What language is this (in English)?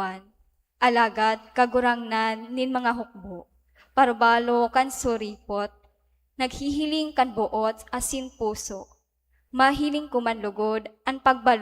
Bikol